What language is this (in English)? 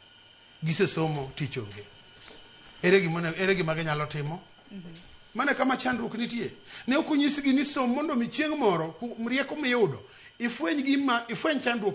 Luo (Kenya and Tanzania)